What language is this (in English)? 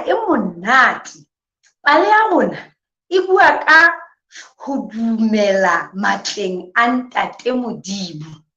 Southern Sotho